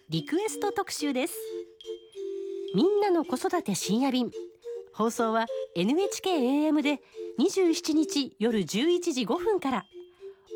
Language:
Japanese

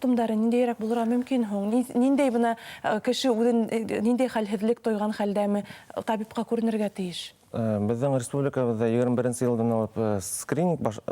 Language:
Bashkir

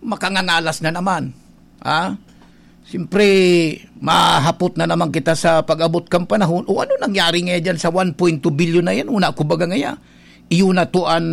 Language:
Bikol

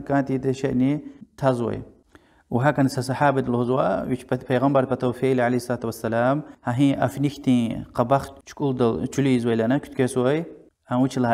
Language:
Lezghian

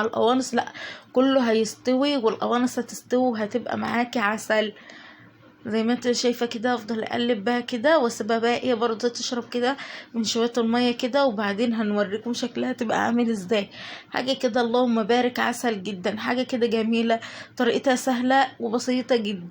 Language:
Egyptian Arabic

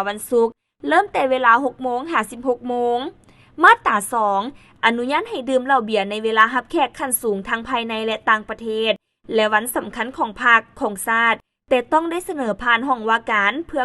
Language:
Lao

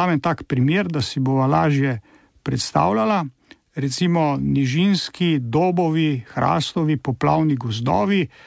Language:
Slovenian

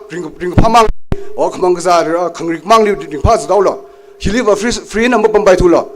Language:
Tangkhul Naga (India)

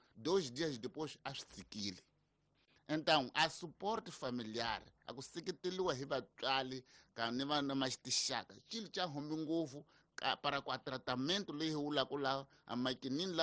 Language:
Tsonga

